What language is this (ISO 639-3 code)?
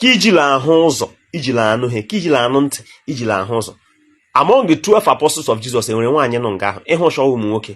ibo